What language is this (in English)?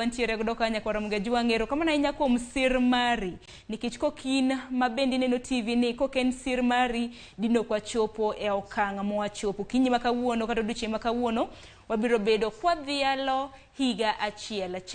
Luo (Kenya and Tanzania)